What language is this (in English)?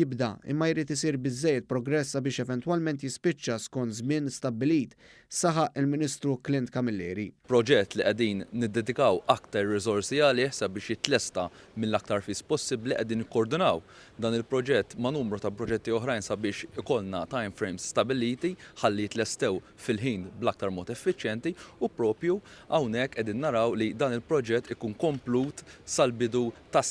Maltese